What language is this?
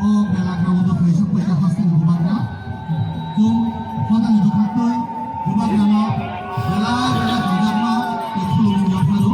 Kok Borok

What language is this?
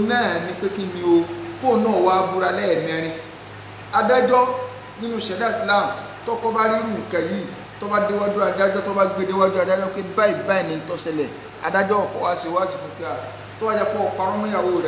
Yoruba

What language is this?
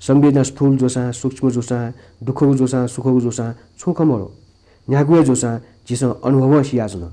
Newari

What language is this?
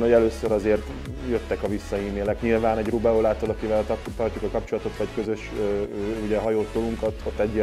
Hungarian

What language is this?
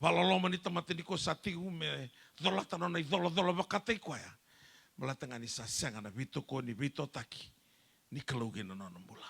Fijian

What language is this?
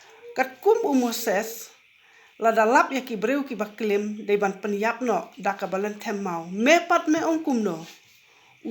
Khasi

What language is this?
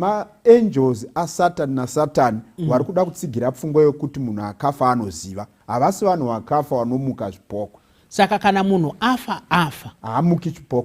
Shona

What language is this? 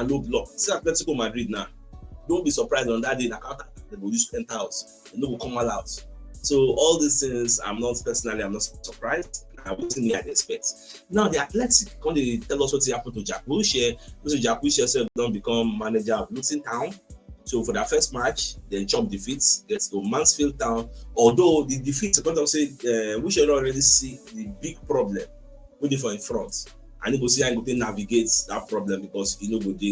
Nigerian Pidgin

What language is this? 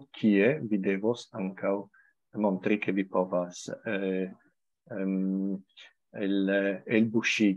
Esperanto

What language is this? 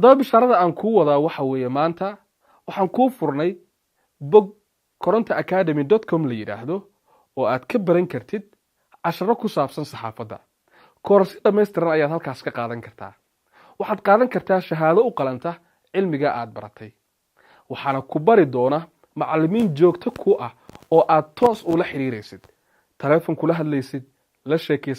Somali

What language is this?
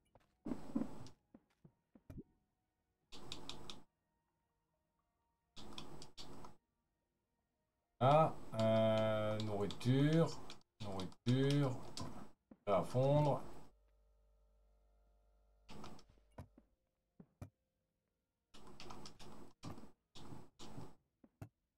French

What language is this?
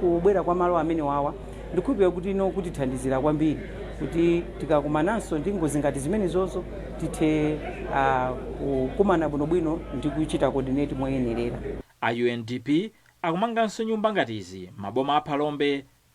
Nyanja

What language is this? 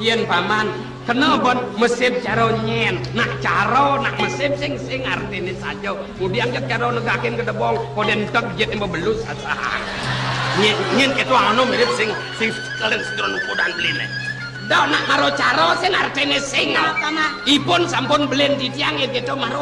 Balinese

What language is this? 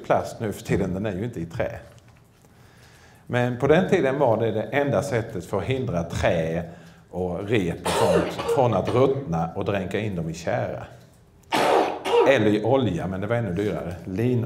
Swedish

